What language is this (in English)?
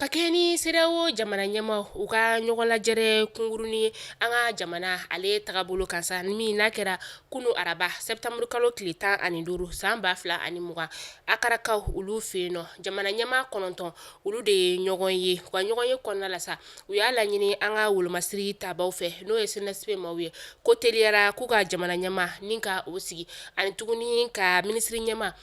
Bambara